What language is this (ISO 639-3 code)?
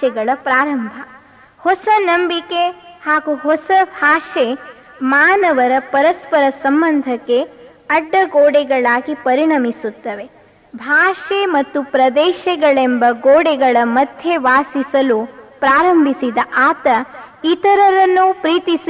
kan